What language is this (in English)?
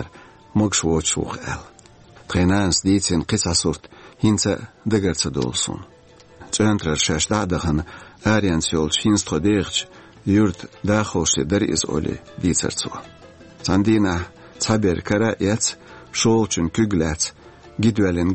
Chechen